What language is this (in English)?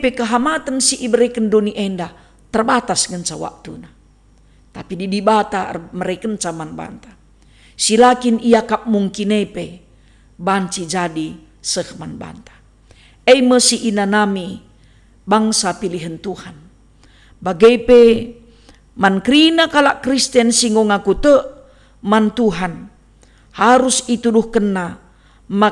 Batak Karo